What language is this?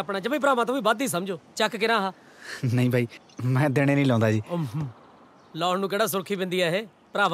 Punjabi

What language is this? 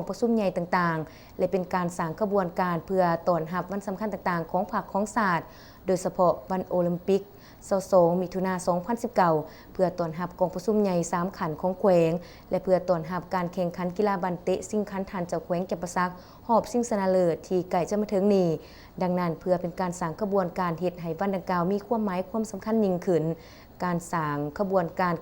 Lao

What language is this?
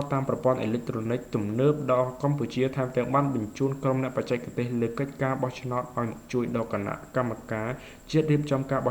Khmer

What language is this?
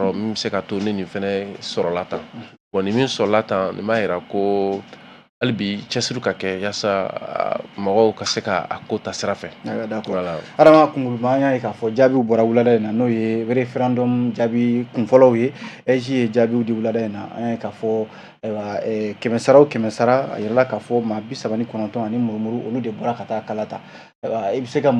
Bambara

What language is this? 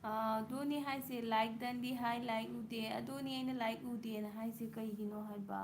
Manipuri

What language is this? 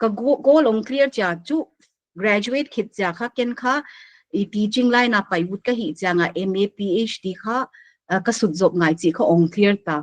Paite Chin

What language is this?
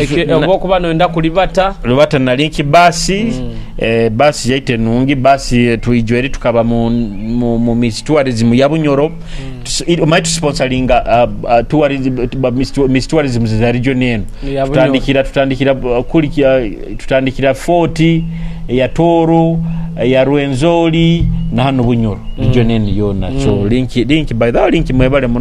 Nyoro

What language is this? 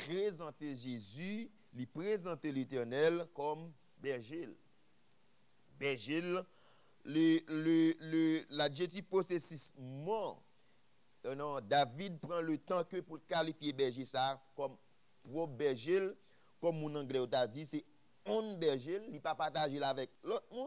French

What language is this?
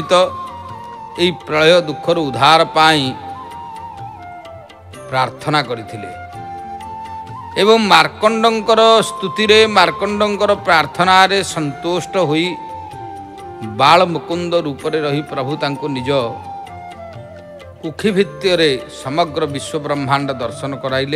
Odia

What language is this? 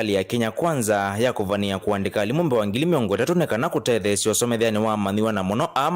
Kamba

